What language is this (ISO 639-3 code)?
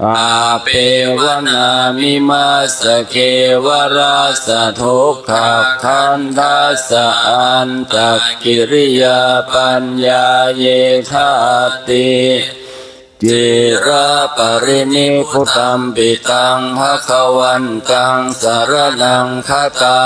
pli